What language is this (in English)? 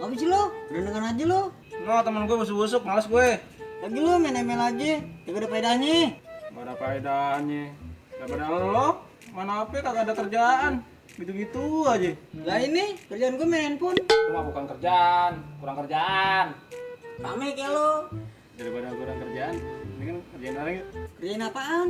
Betawi